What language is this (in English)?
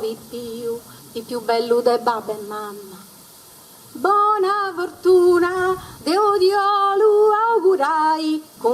Sardinian